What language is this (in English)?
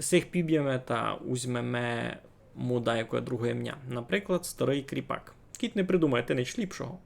Rusyn